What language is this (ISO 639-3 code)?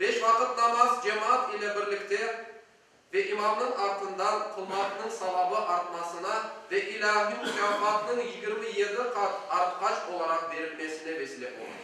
crh